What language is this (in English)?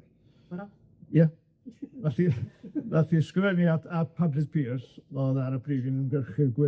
Welsh